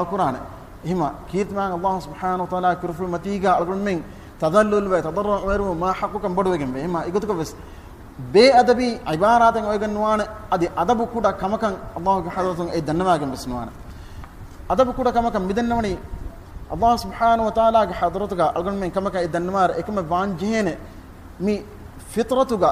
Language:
Divehi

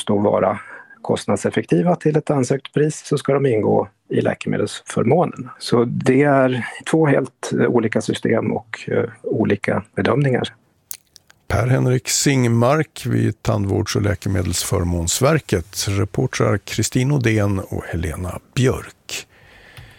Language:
Swedish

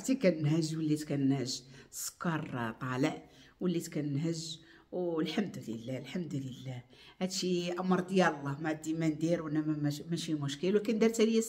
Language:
Moroccan Arabic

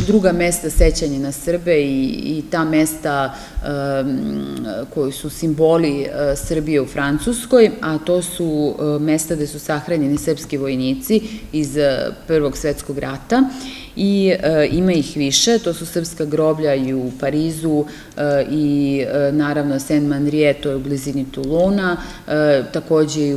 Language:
Serbian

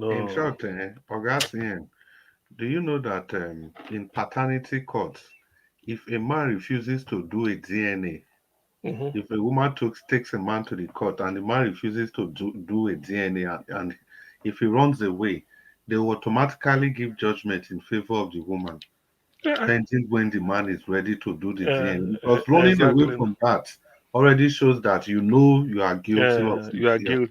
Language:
Nigerian Pidgin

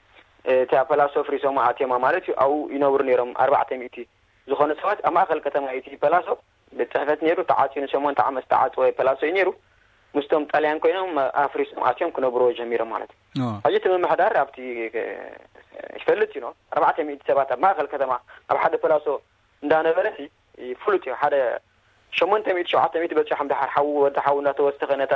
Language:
Tigrinya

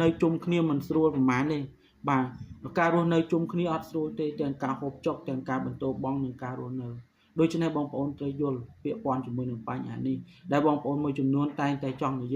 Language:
Khmer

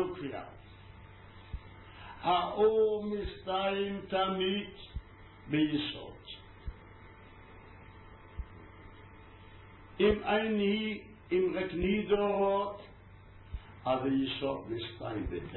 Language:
Hebrew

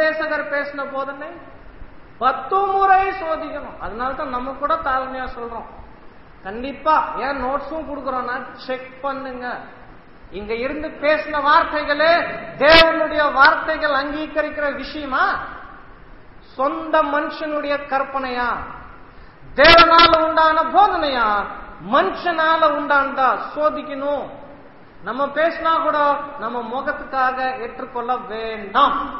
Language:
Tamil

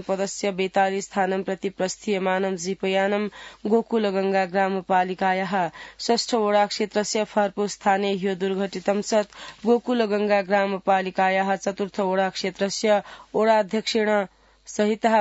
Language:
Sanskrit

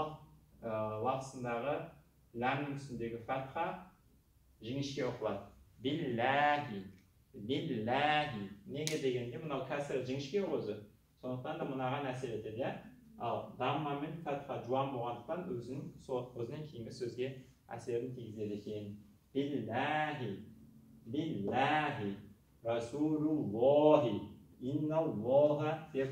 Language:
Kazakh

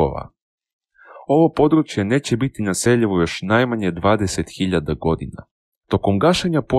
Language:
Serbian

